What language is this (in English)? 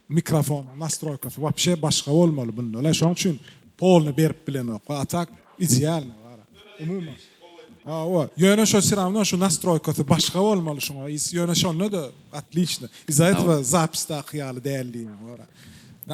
Turkmen